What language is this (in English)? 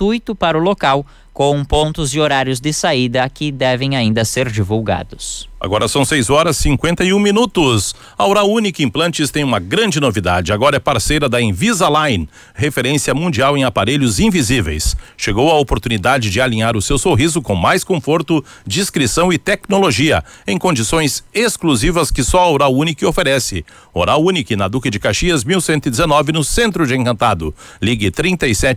Portuguese